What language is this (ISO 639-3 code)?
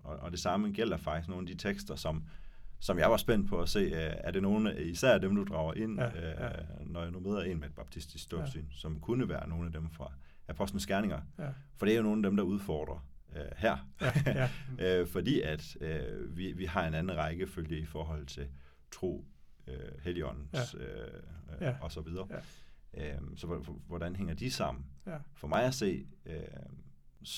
dan